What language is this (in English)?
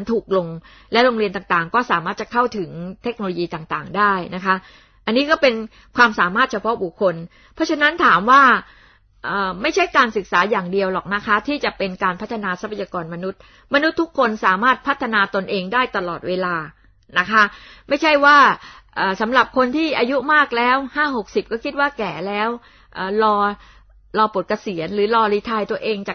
Thai